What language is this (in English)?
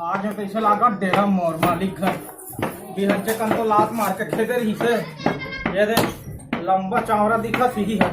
Chhattisgarhi